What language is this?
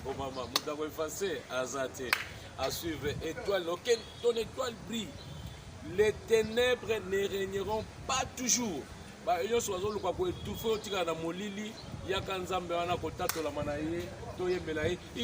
Lingala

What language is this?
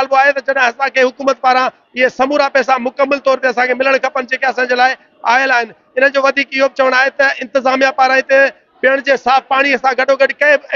Sindhi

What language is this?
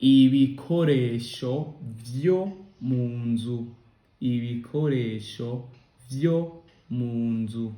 Rundi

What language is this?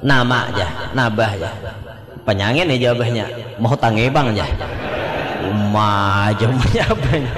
Banjar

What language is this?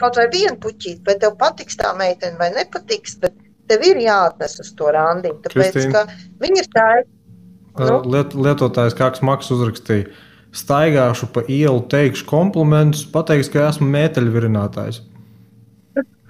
Latvian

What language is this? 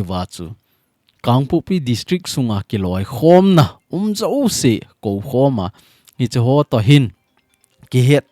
Thado Chin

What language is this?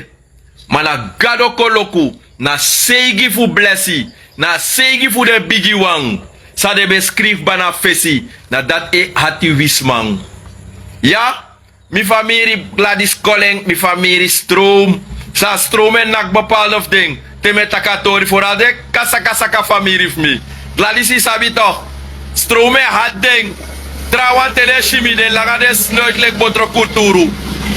Sranan Tongo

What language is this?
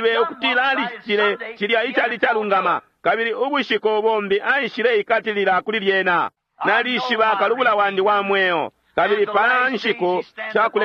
Bemba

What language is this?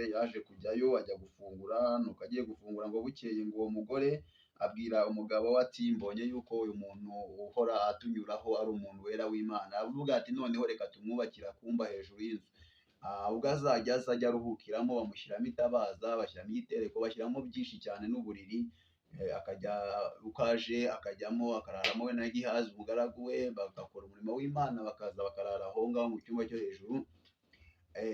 Kinyarwanda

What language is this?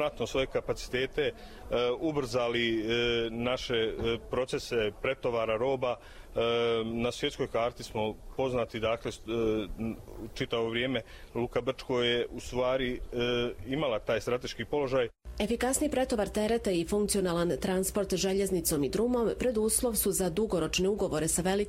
Croatian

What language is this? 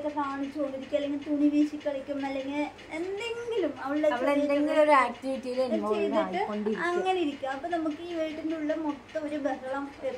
Malayalam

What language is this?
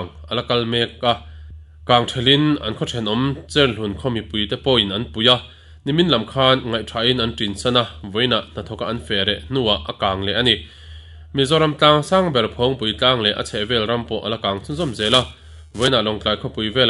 Mizo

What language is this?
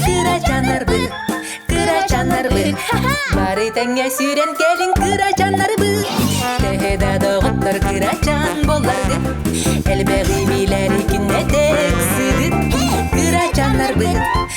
Yakut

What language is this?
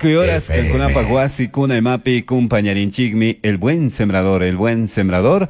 Chimborazo Highland Quichua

